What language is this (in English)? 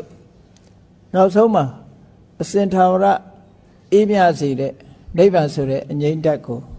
Burmese